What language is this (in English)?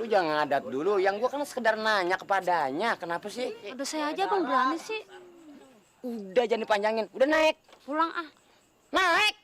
Betawi